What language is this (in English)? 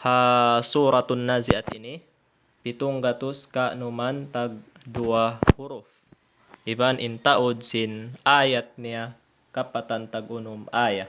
Tausug